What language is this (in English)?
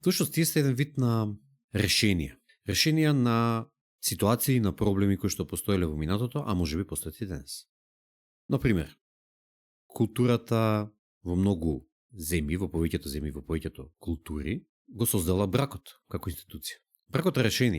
Macedonian